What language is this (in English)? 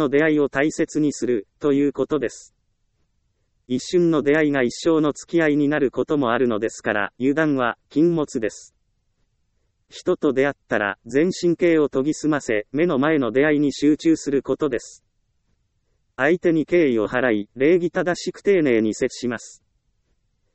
Japanese